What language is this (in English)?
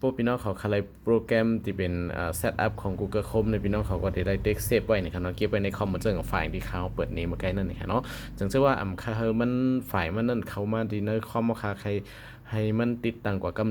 Shan